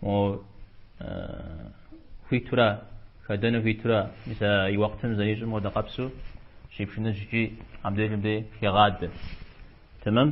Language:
Kabardian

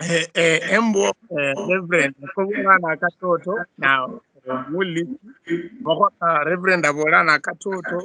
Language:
Luyia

